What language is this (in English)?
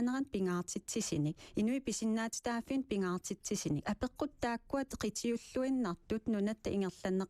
Kalaallisut